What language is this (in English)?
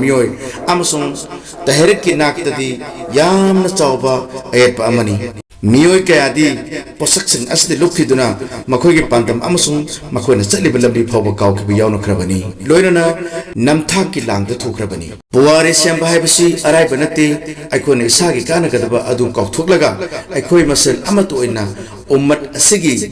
Manipuri